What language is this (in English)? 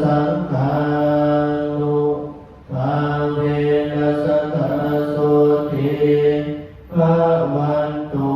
Pali